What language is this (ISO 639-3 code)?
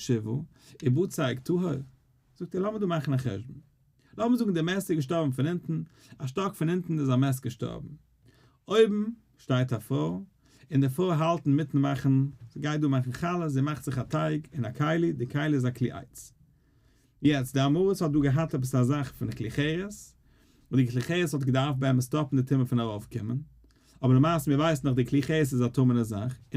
yid